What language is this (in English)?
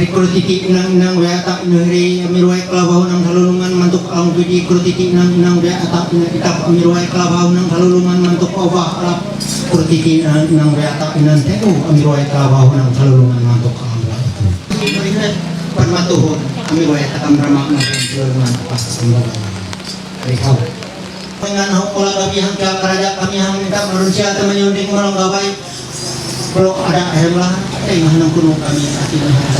Ma'anyan